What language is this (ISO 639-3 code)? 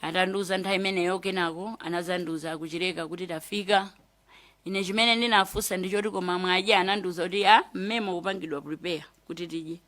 nya